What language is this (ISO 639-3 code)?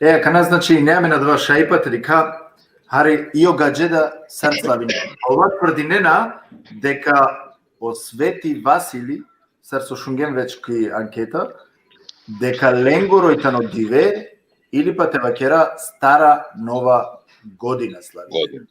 rmn